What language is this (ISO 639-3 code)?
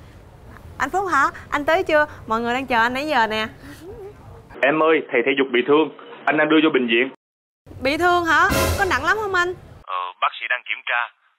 vie